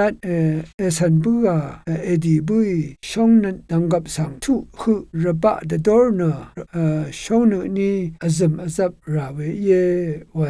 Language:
Rawang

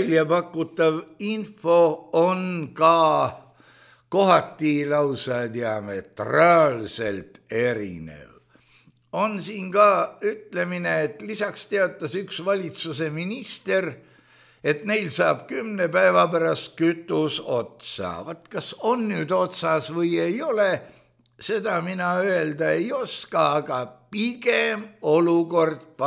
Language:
Estonian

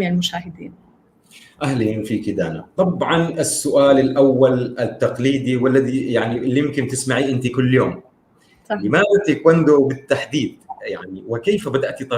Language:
North Levantine Arabic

